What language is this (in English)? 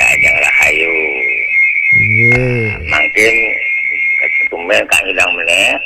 Balinese